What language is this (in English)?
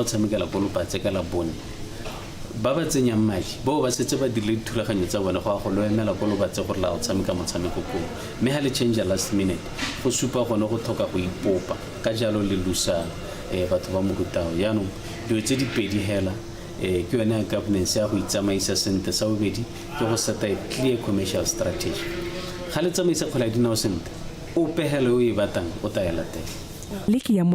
Tswana